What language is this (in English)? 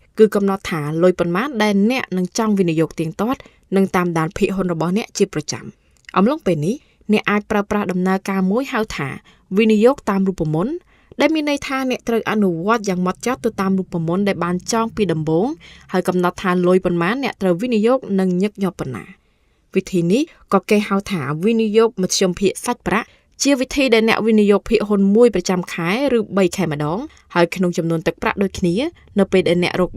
Khmer